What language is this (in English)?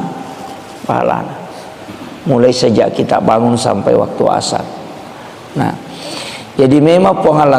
Buginese